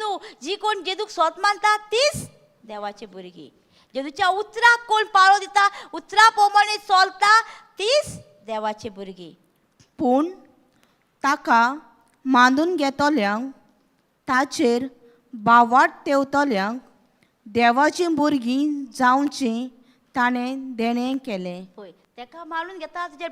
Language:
Konkani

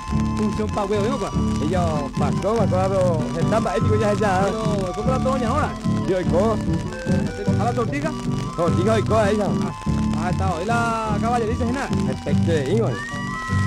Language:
Spanish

